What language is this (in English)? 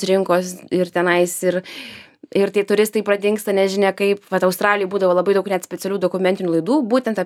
Lithuanian